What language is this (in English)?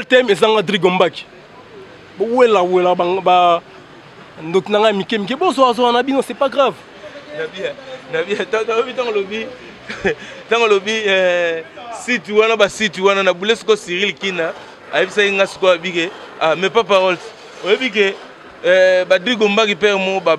Lingala